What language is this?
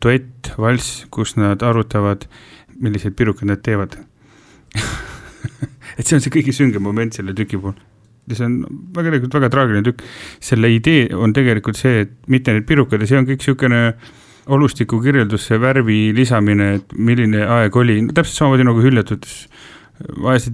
Estonian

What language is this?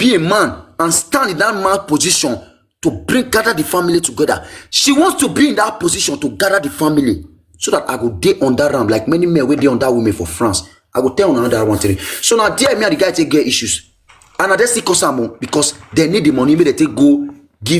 Nigerian Pidgin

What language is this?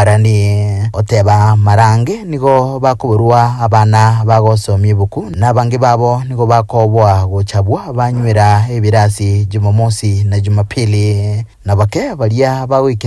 Gusii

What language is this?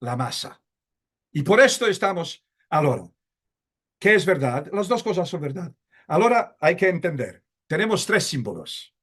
Ladino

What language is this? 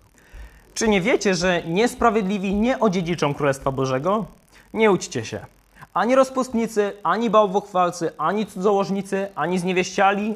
Polish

